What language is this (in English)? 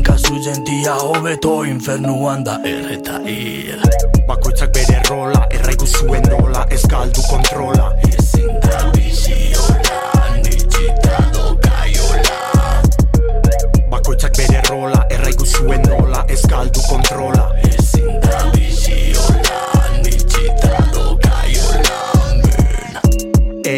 Basque